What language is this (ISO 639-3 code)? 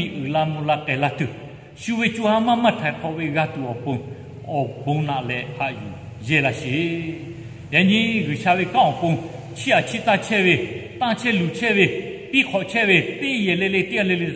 lhu